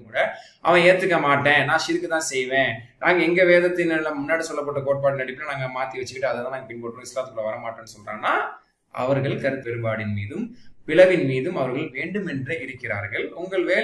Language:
Tamil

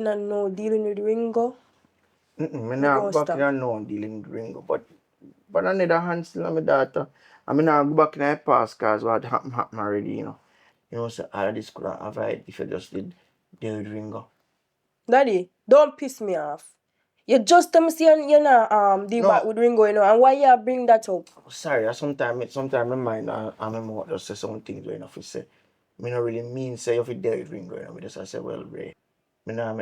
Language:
Jamaican Creole English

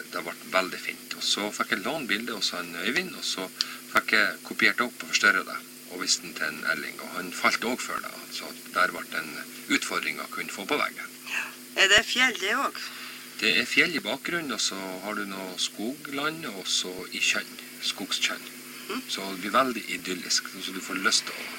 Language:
Norwegian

